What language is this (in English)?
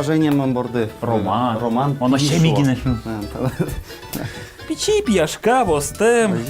Udmurt